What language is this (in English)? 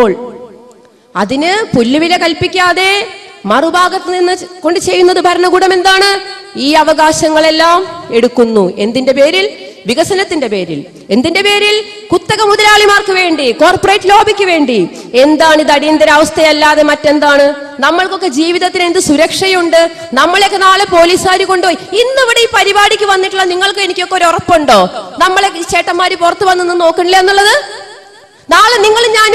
Malayalam